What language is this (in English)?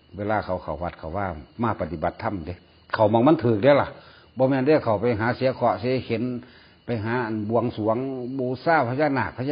Northeastern Thai